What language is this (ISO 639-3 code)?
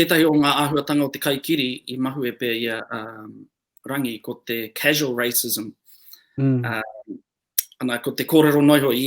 mri